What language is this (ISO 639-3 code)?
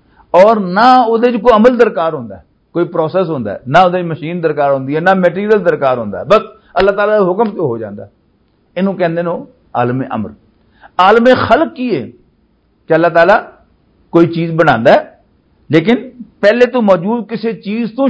lah